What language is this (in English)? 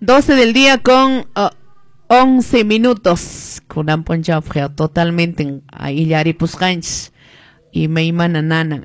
Quechua